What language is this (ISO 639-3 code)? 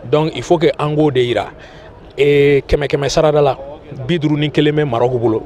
bam